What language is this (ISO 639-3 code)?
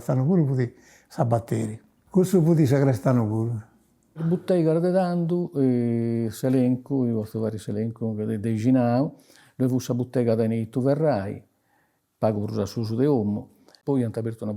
srd